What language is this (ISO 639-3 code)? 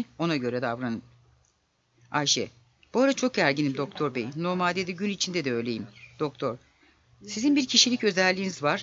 tur